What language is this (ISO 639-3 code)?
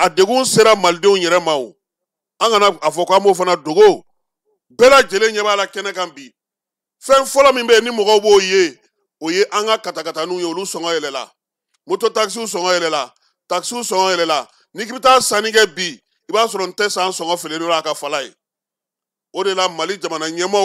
bam